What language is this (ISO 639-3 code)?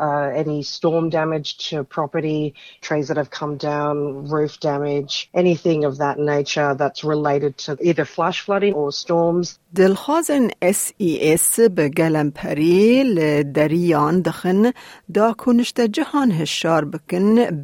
kur